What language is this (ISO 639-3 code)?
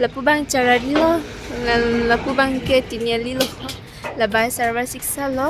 mjw